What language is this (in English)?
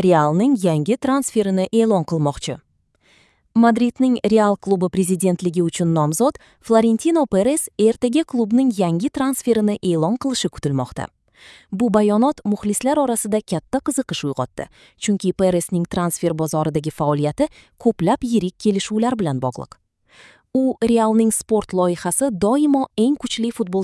Uzbek